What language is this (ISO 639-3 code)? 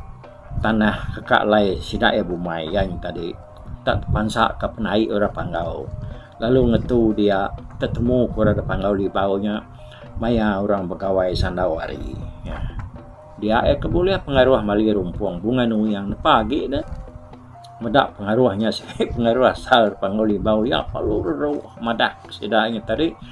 iba